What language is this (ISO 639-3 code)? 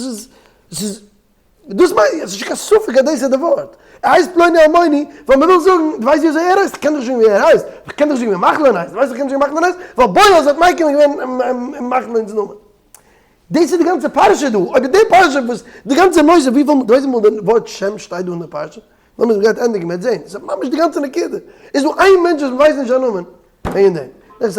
yid